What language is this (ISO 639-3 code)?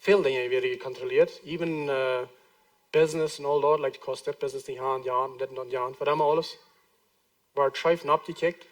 pdt